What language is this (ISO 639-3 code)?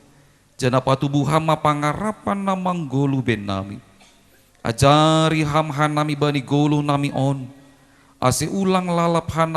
bts